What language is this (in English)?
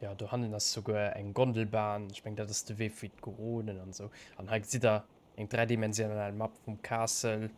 Luxembourgish